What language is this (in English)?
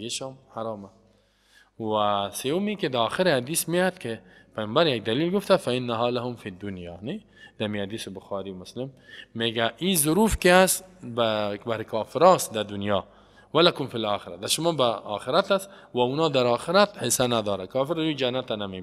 Persian